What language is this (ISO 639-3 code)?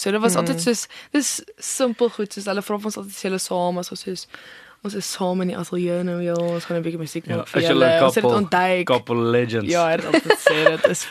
afr